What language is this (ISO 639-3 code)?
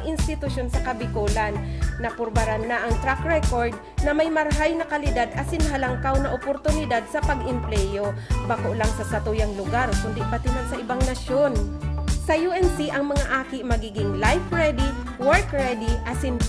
bik